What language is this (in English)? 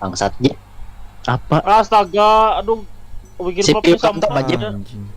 Banjar